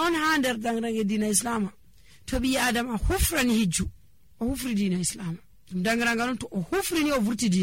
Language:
Nigerian Fulfulde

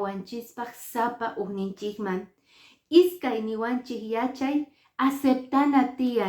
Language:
Quechua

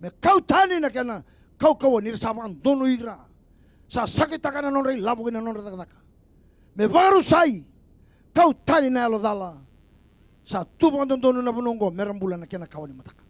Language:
Fijian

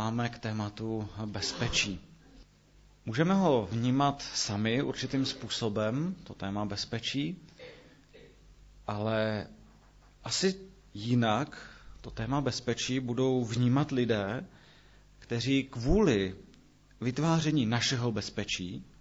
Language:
Czech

